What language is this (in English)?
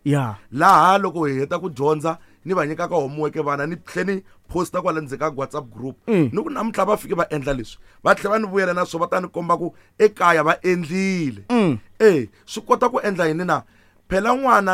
Tsonga